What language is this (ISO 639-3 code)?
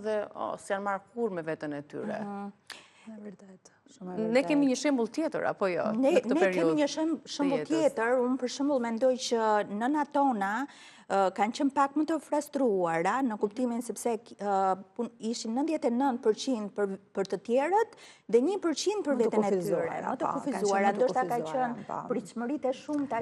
sqi